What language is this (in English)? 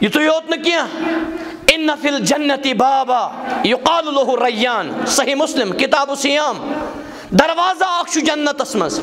Kashmiri